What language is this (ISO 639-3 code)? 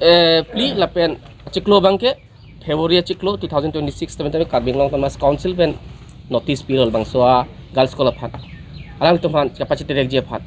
mjw